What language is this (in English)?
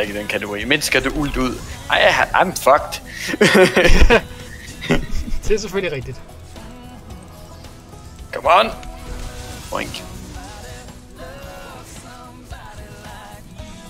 Danish